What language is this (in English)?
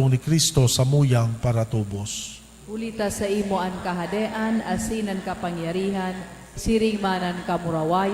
Bikol